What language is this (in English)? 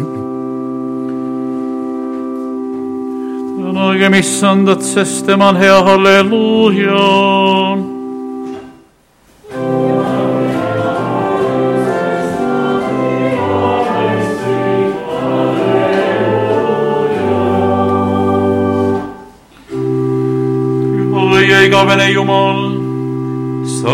Estonian